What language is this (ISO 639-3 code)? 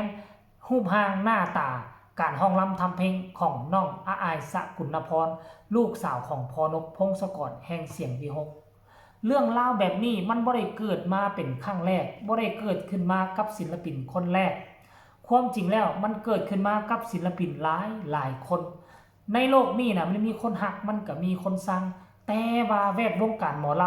tts